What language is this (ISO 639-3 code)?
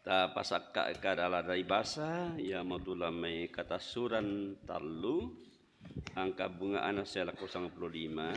sda